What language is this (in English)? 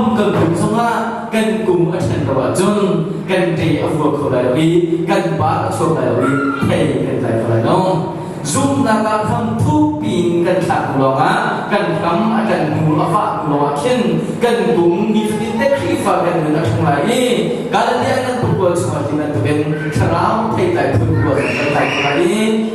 Hakha Chin